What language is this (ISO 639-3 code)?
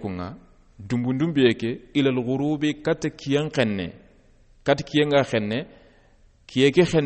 snk